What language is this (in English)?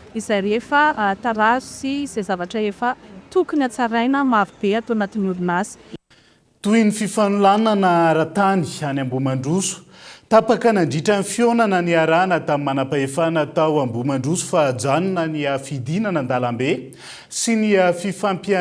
Malagasy